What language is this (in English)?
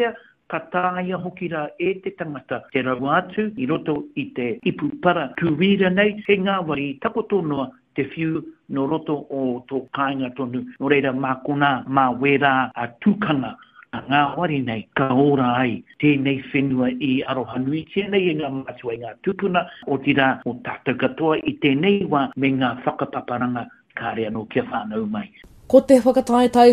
Māori